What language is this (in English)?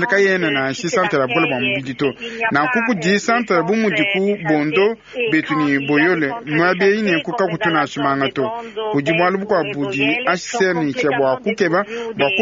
Luba-Lulua